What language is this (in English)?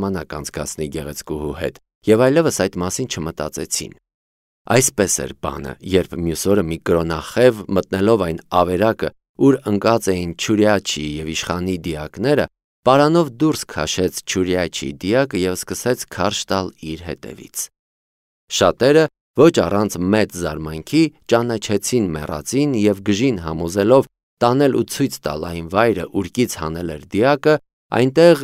Armenian